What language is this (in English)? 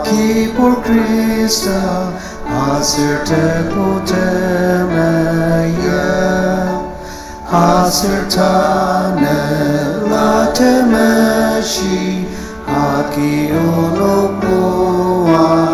Ao Naga